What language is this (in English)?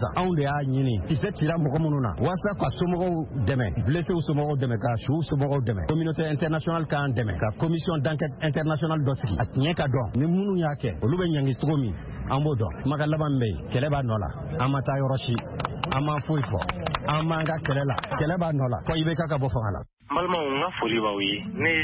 Bambara